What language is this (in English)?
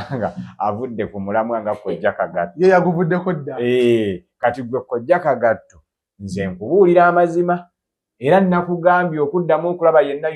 Ganda